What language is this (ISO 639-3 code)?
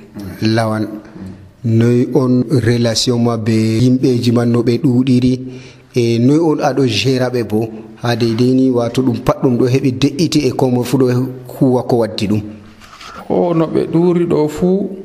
fuv